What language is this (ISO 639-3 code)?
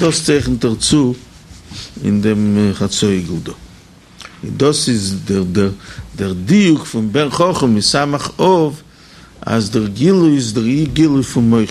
yid